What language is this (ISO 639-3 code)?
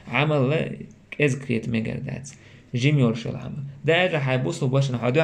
che